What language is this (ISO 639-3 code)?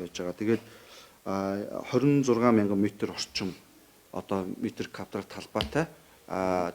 mon